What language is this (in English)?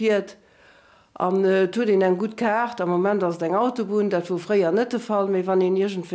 Luxembourgish